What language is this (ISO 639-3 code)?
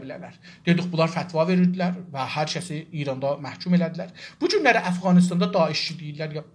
azb